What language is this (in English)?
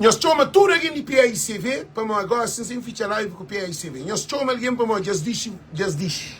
Kabuverdianu